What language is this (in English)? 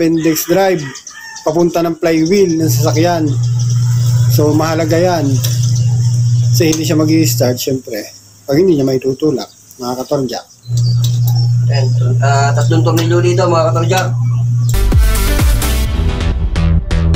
Filipino